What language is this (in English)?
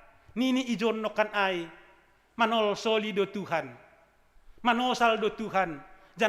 Batak Simalungun